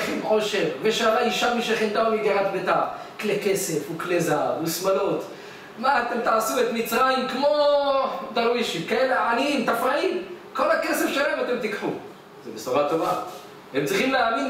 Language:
Hebrew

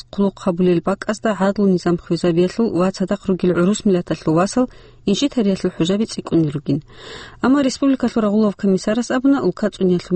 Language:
Avaric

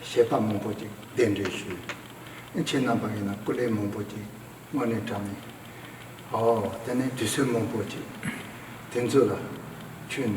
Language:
Tibetan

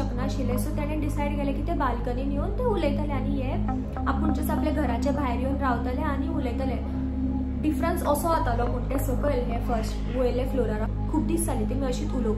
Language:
Konkani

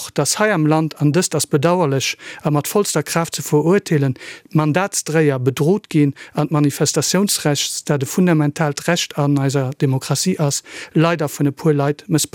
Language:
Luxembourgish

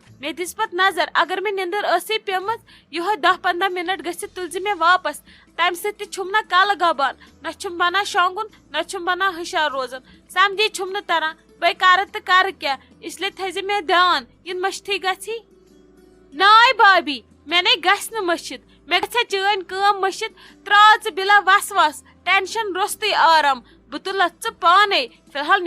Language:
Kashmiri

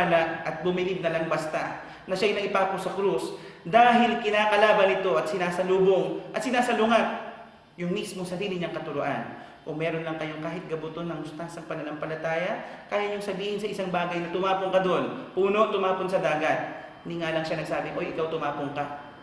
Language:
Filipino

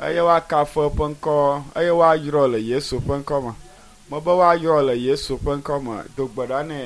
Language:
Ewe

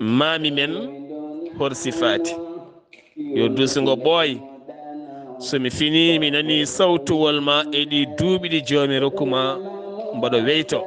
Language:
Fula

